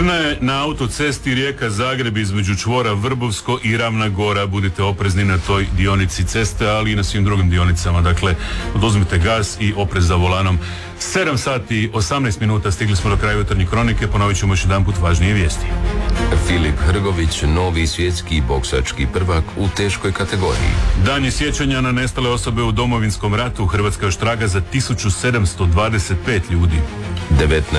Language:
Croatian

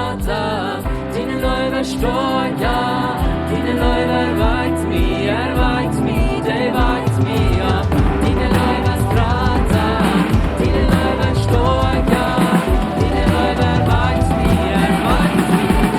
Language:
Plautdietsch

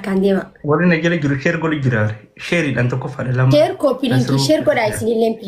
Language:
Oromo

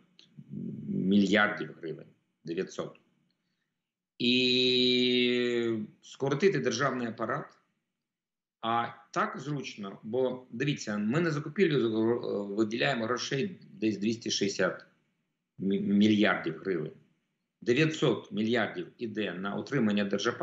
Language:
Ukrainian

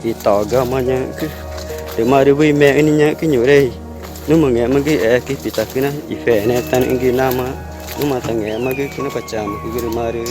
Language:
Ticuna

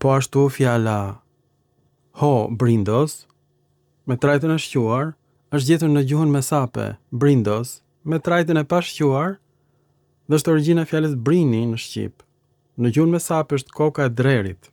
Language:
Albanian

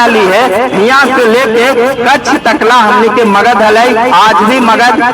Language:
Magahi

